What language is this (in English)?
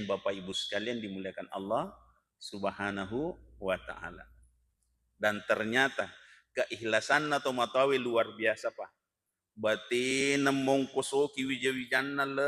Buginese